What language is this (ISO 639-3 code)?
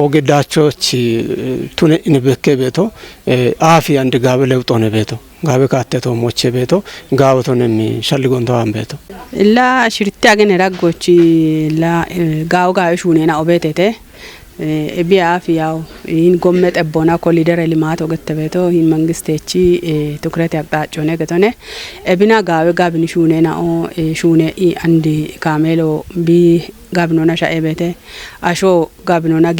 kbr